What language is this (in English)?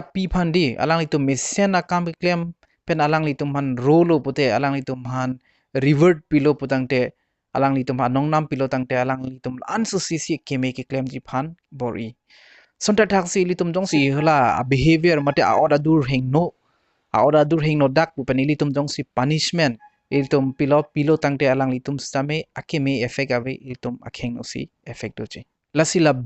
Karbi